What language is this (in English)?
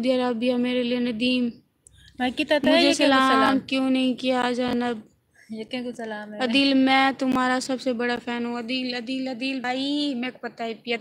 Saraiki